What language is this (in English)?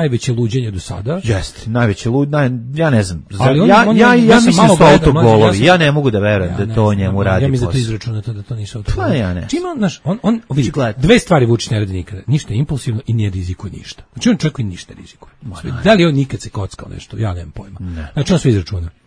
Serbian